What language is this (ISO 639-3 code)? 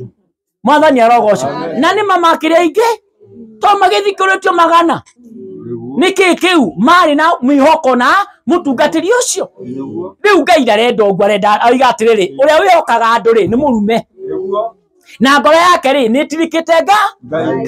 kik